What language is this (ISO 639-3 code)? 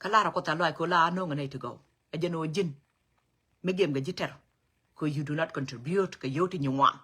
nus